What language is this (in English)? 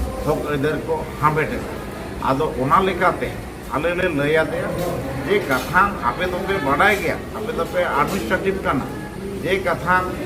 Santali